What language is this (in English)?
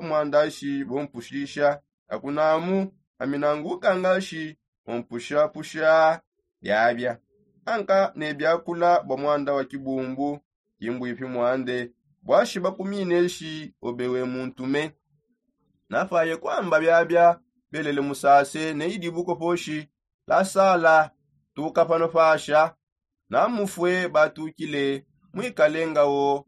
Songe